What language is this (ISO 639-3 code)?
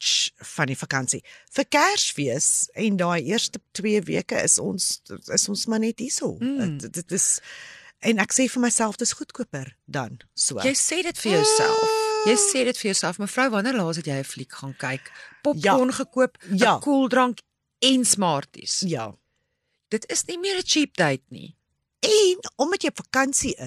afr